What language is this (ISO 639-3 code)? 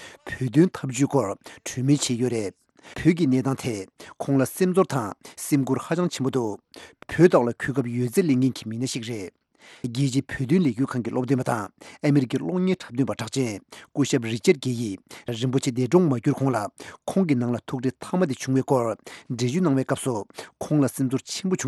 bod